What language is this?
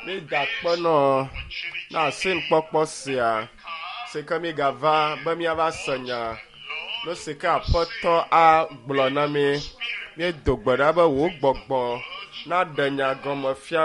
Ewe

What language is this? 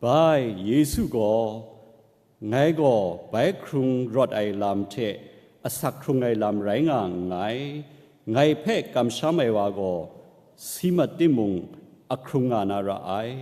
Kachin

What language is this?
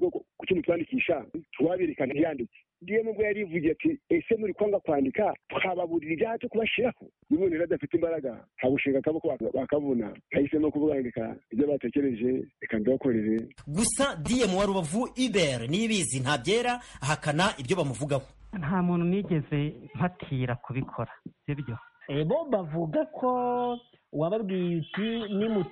Kinyarwanda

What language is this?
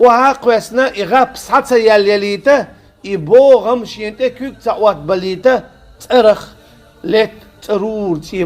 Chechen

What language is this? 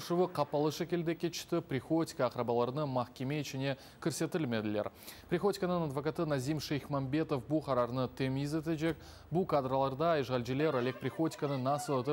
Crimean Tatar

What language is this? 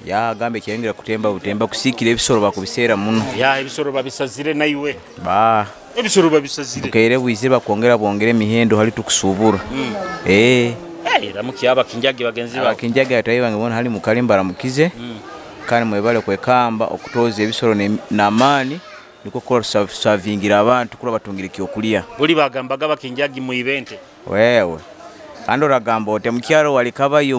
Nyoro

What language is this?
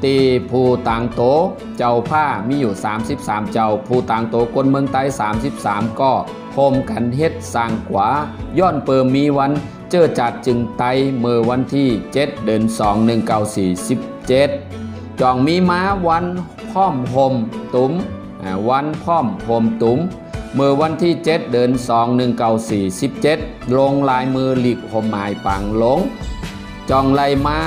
Shan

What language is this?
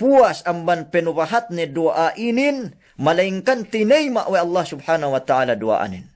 Yakan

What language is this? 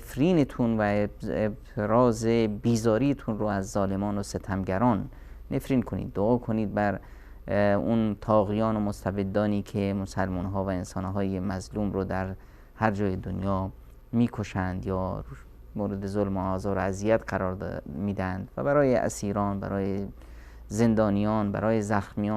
Persian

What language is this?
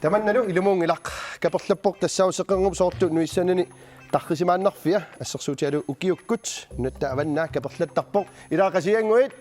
Kalaallisut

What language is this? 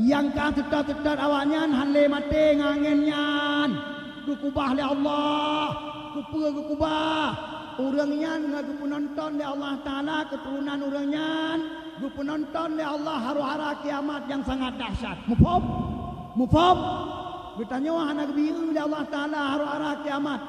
Achinese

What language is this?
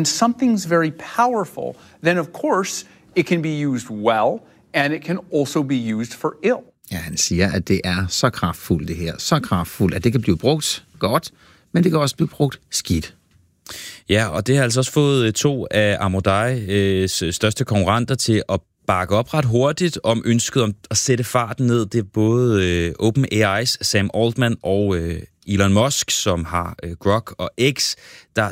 Danish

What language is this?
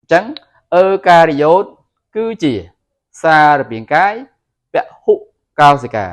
Khmer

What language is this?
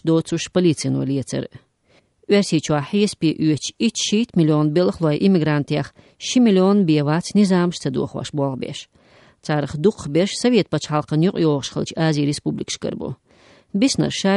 Chechen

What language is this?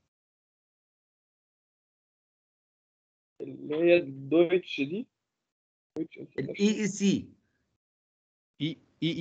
Egyptian Arabic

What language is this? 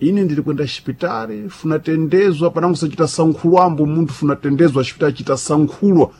Sena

